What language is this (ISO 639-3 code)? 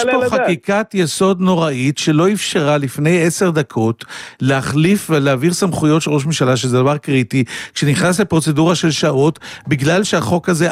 heb